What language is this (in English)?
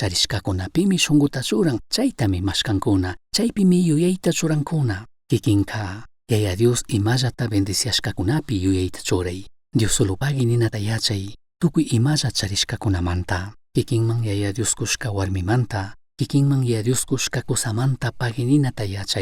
Chimborazo Highland Quichua